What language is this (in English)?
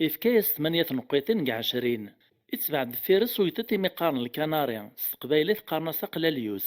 Kabyle